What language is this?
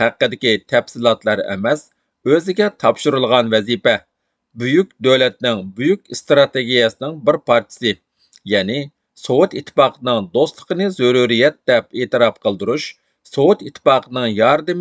Uyghur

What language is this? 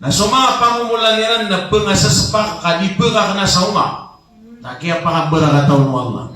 Maranao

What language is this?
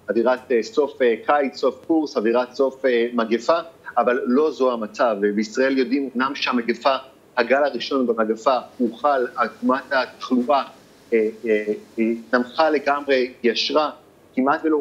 Hebrew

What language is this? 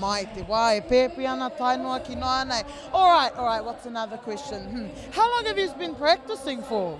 Māori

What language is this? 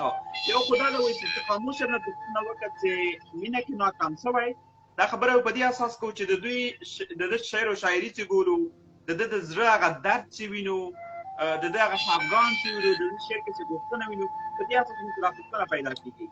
Pashto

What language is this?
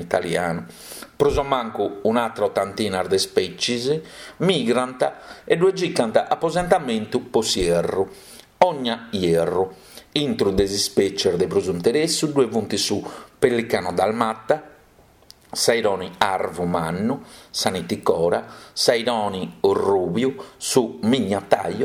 Sardinian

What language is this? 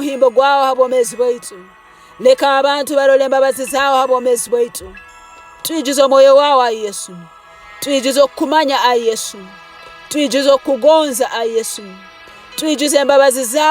Tooro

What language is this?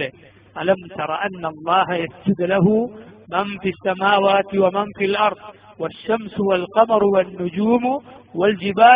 Malayalam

